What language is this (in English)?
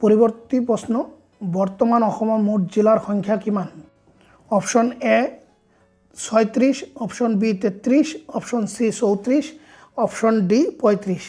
Assamese